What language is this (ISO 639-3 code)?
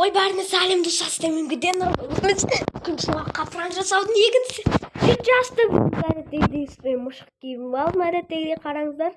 kaz